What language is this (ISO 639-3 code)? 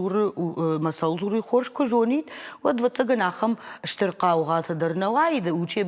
oss